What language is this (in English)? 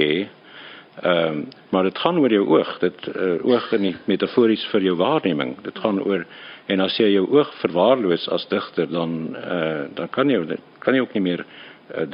Afrikaans